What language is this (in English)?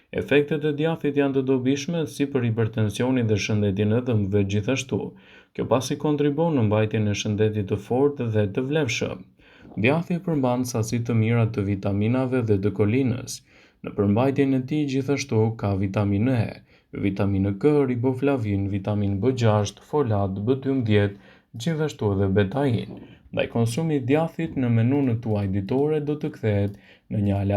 Albanian